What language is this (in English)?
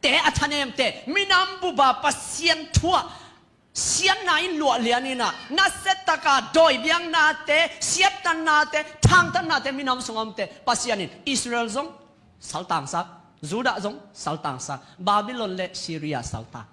Tedim Chin